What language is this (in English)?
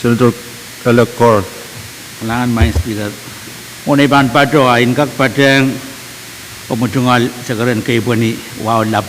Pohnpeian